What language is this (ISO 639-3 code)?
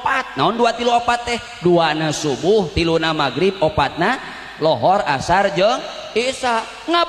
sun